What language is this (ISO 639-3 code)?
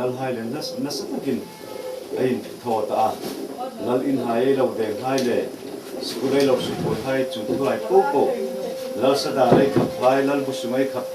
hmr